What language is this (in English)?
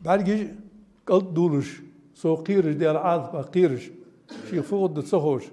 Ingush